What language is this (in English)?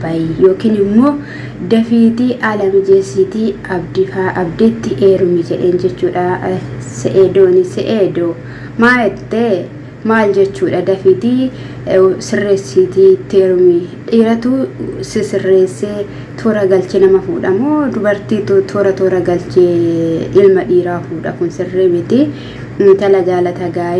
Oromo